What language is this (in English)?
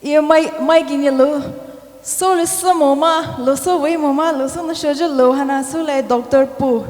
Poumei Naga